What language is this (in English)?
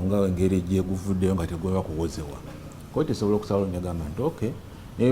Ganda